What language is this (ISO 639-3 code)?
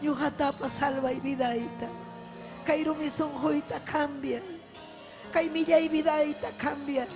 quy